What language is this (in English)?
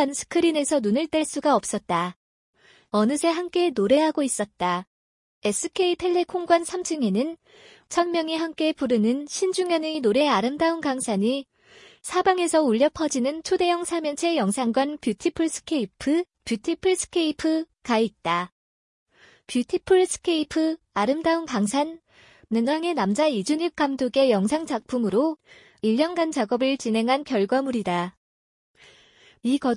Korean